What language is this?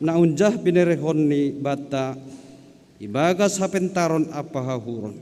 Batak Simalungun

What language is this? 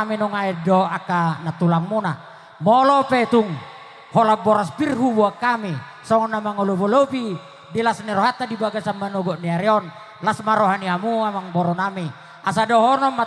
Batak Toba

